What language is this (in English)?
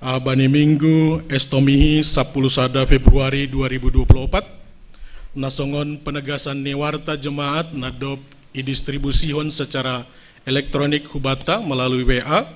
Batak Simalungun